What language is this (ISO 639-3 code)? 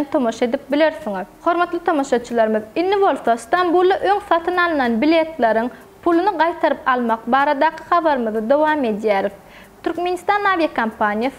tuk